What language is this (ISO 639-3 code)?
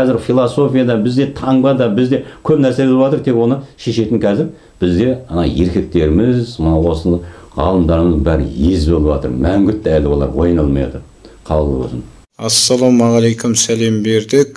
kaz